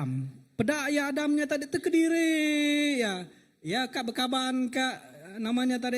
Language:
Iban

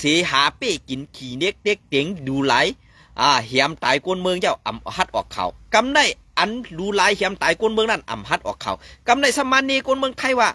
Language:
Shan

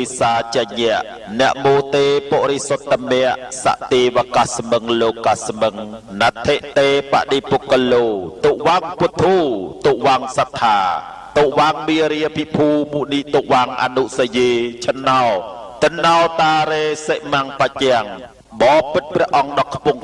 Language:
Khmer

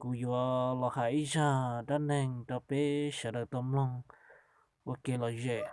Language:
Hmong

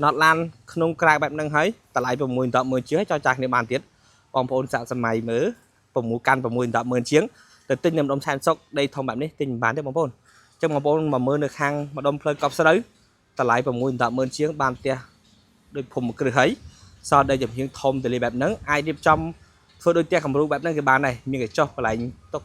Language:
Khmer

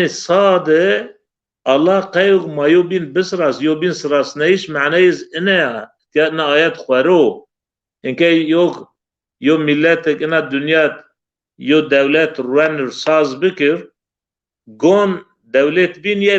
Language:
Zaza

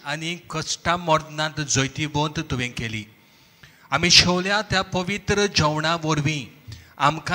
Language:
Konkani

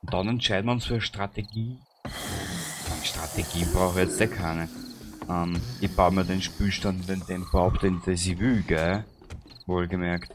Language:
Bavarian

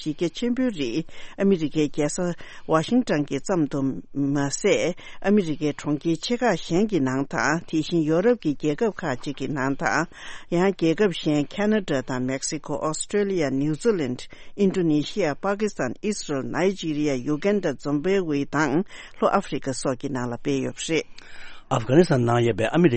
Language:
Tibetan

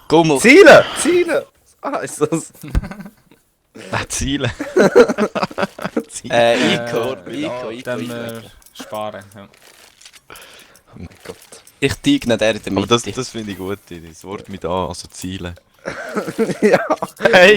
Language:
Swiss German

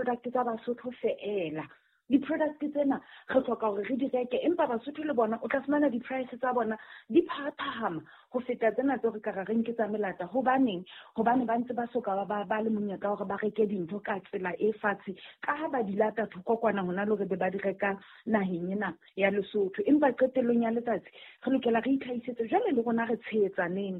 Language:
Southern Sotho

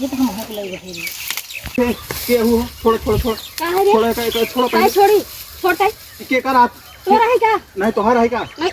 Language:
Awadhi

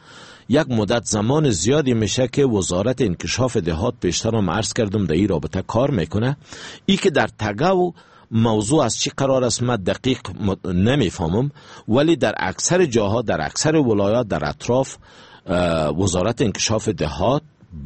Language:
Persian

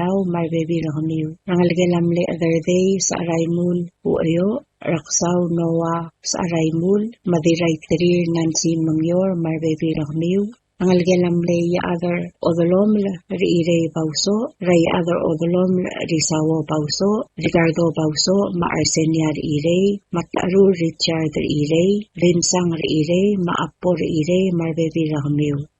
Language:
Palauan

